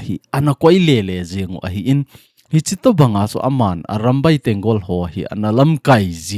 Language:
Thado Chin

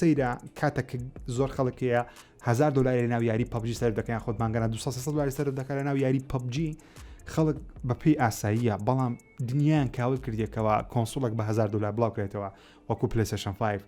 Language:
Central Kurdish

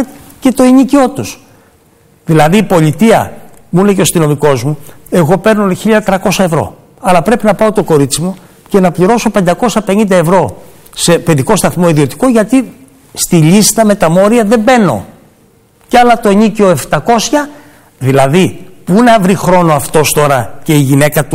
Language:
Greek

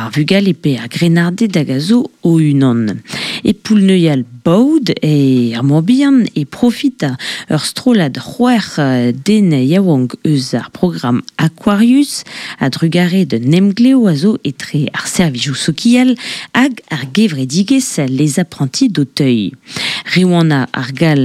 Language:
Breton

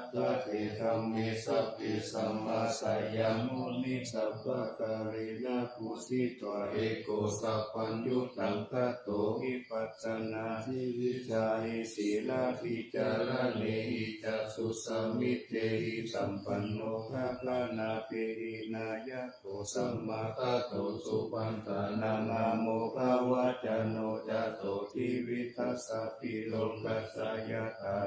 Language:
Pali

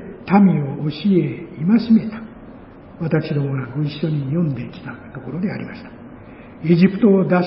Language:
Japanese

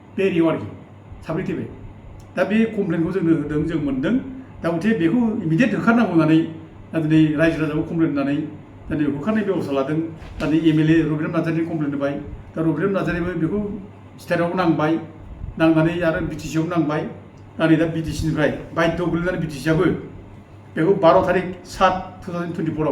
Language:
Bodo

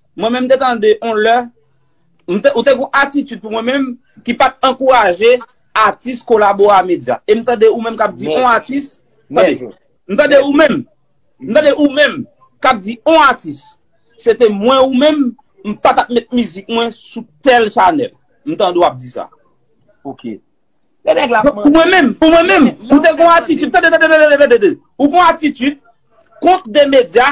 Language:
Haitian Creole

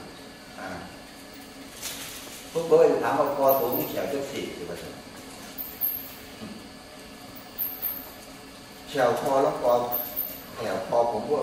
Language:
Thai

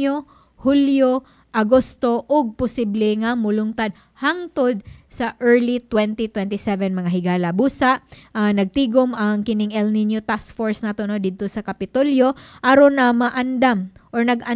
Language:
Cebuano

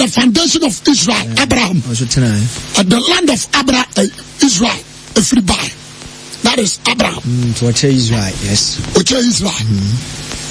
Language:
Akan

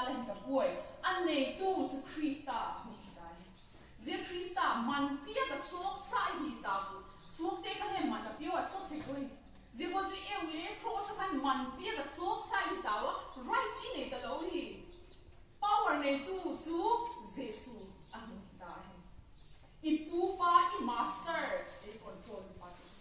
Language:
Vaiphei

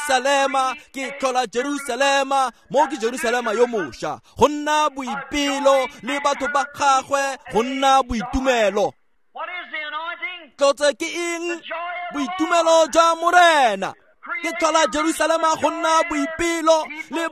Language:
Tswana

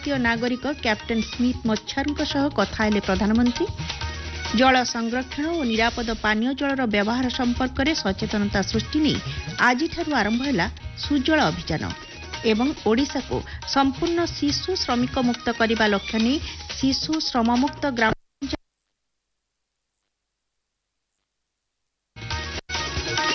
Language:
Odia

